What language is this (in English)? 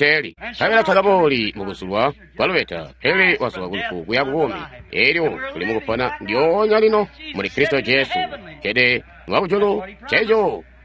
Tonga (Zambia)